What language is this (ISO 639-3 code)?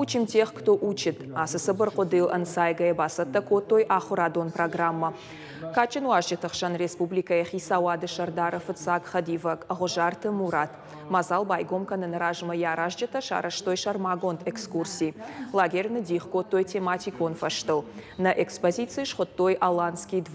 oss